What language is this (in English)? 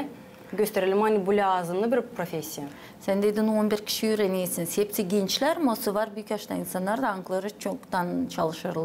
Gagauz